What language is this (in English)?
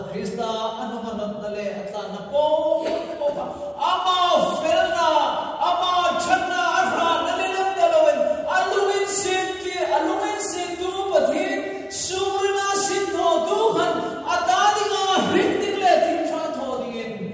Hmar